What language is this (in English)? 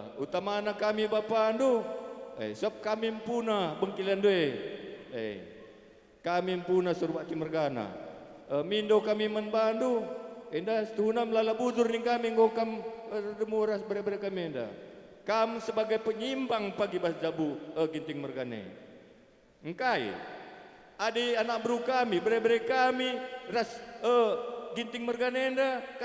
Batak Karo